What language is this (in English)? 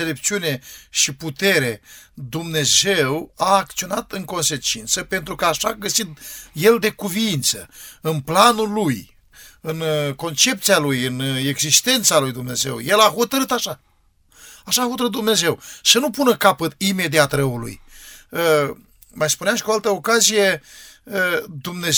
Romanian